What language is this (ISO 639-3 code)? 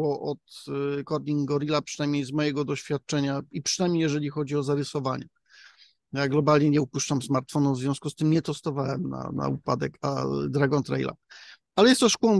pol